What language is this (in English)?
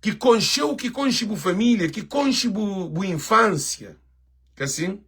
Kabuverdianu